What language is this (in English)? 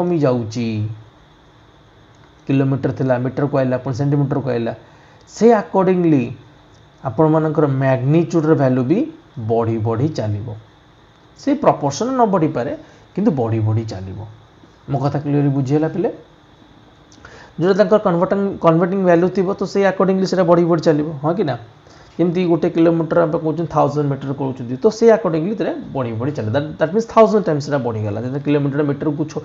Odia